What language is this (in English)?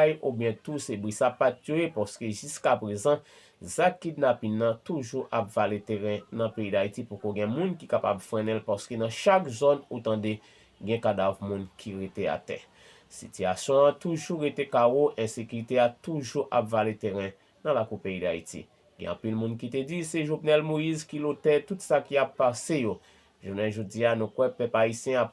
Haitian Creole